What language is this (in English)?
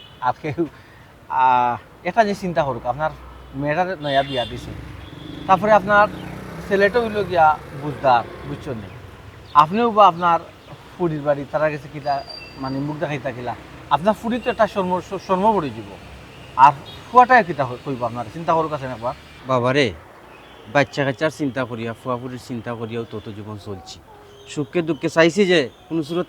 Sylheti